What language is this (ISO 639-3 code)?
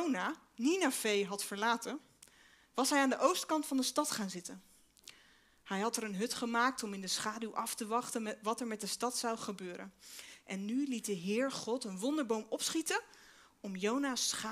nld